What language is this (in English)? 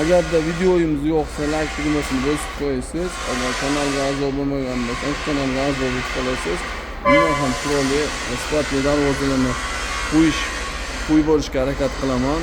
Uzbek